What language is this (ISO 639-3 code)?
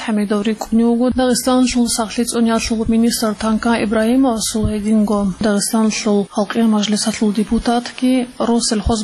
ava